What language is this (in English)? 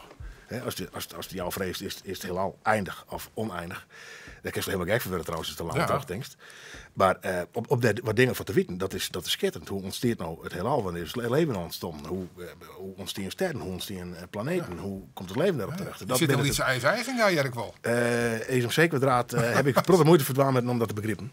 Western Frisian